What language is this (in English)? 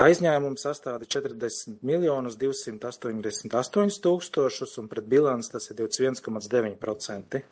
Latvian